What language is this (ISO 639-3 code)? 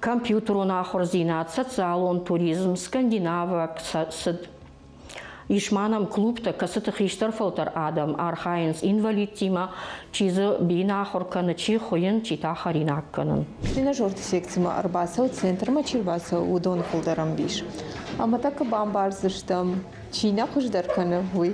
oss